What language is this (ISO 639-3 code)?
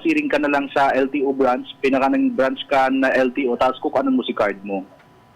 bik